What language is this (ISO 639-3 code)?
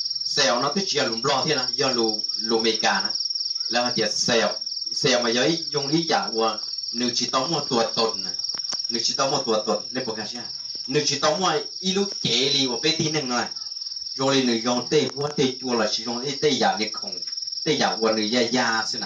hmn